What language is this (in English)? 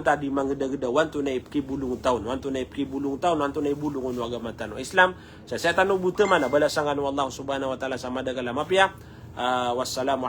Maranao